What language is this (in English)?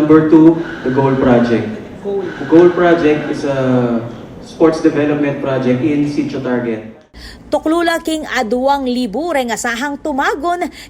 Pampanga